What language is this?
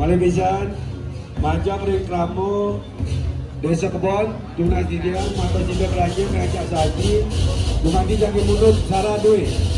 Balinese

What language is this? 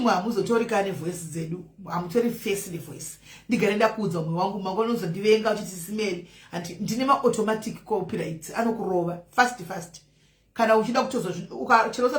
Shona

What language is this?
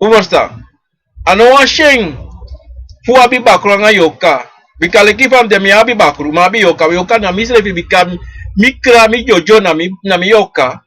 Sranan Tongo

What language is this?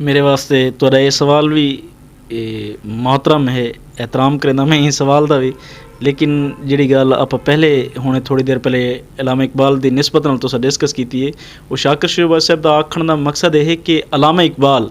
Western Panjabi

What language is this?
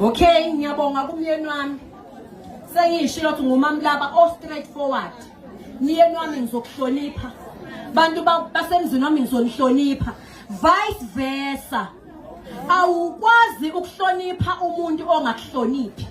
Zulu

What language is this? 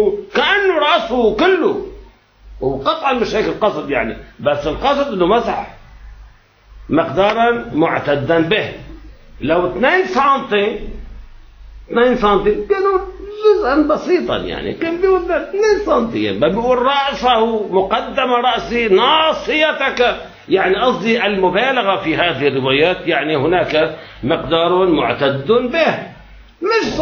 Arabic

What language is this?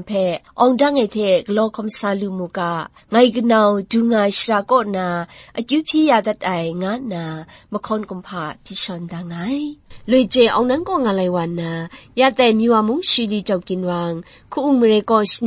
Kachin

